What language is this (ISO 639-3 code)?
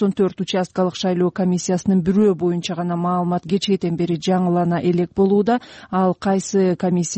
kir